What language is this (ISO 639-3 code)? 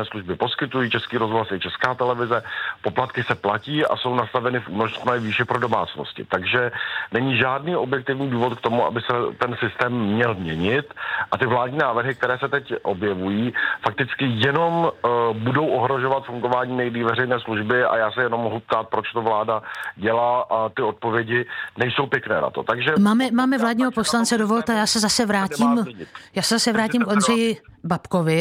ces